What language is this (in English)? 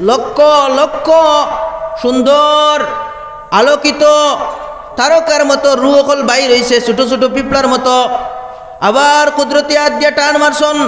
Sylheti